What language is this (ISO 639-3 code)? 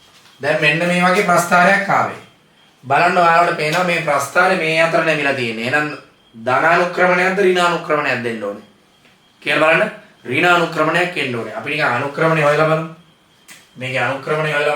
sin